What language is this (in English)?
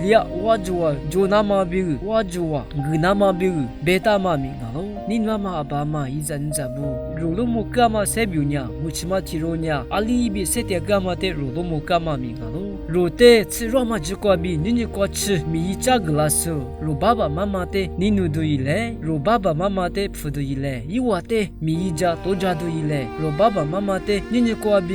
Lisu